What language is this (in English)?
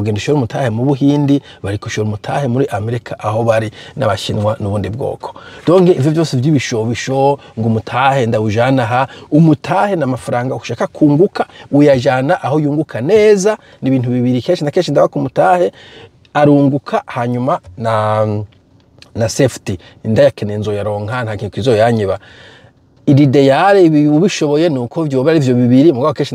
Rundi